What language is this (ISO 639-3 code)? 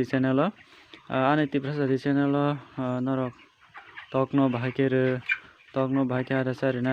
trp